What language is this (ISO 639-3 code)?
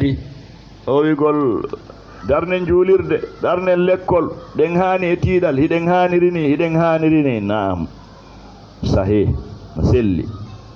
ful